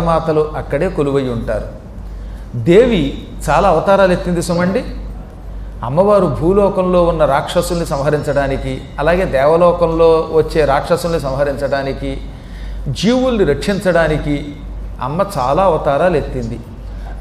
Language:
Telugu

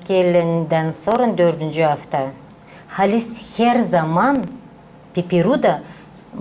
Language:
Gagauz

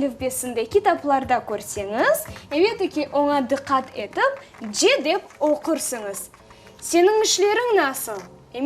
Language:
Crimean Tatar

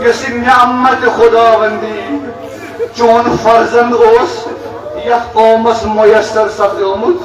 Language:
Kashmiri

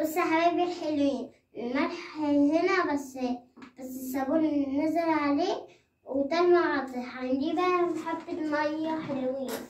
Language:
Egyptian Arabic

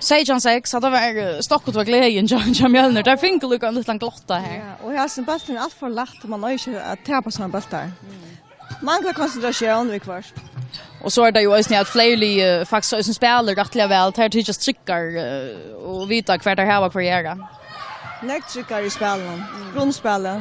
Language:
Faroese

